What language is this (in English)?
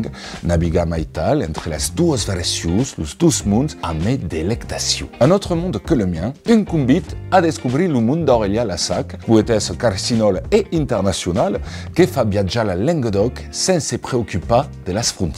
Occitan